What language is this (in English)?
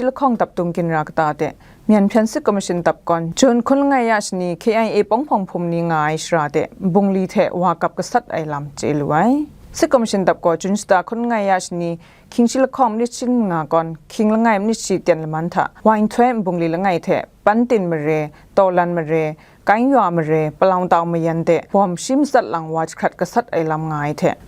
Kachin